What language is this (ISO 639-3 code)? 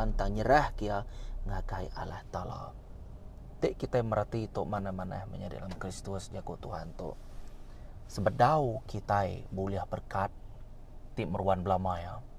iba